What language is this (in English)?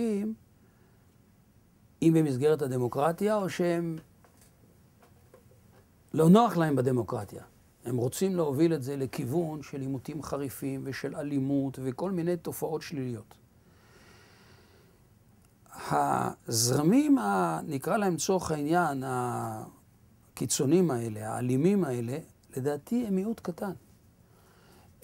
Hebrew